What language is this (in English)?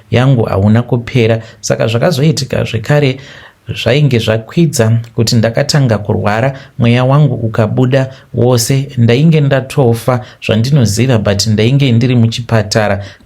Shona